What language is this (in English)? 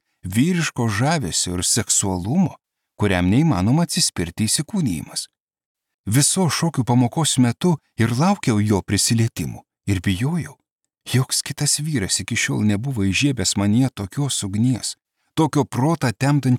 Lithuanian